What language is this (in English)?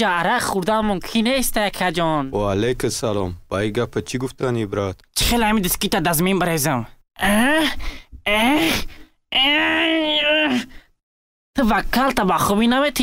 Tajik